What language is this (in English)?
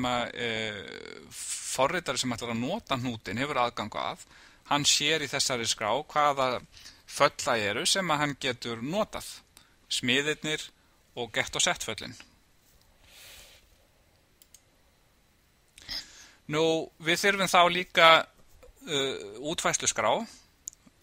Icelandic